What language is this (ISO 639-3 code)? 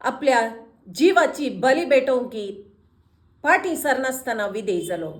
kok